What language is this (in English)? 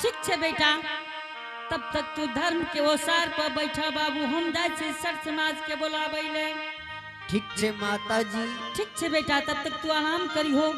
Angika